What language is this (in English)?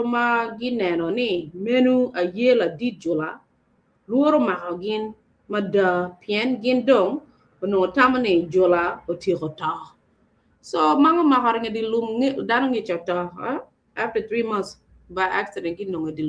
Acoli